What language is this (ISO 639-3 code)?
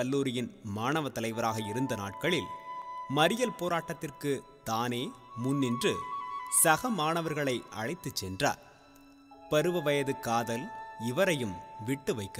tam